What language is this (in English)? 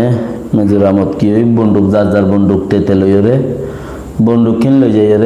Rohingya